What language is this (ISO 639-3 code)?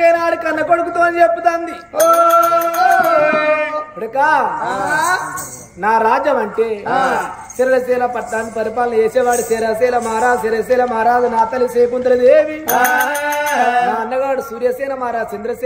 tel